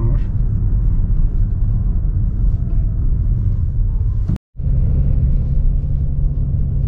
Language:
Turkish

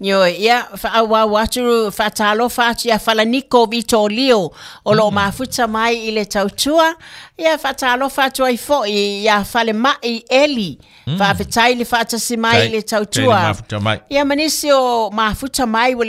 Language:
Samoan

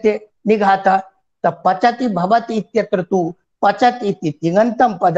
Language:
Sanskrit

